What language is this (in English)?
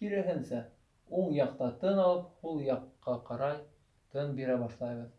Bashkir